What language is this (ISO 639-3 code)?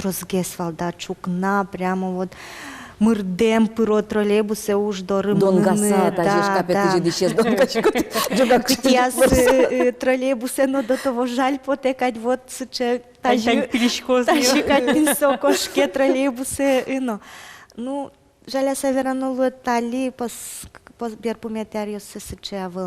udm